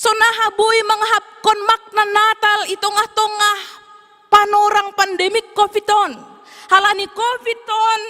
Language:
Batak Simalungun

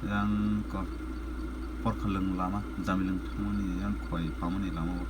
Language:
Kok Borok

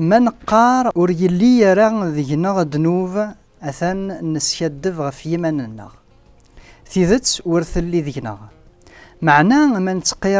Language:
Kabyle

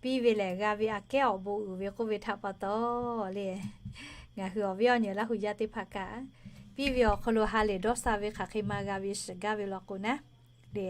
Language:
Lahu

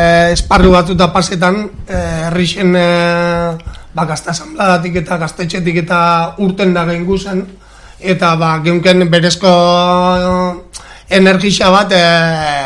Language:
Basque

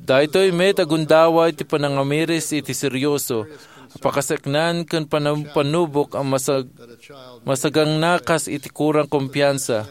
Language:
Iloko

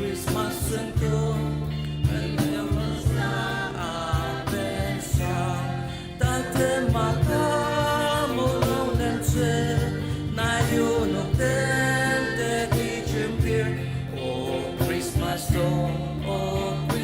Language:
Ao Naga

